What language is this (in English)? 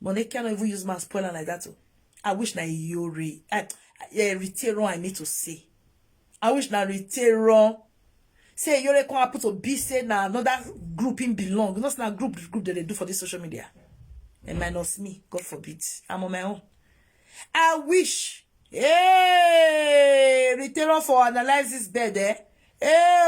Nigerian Pidgin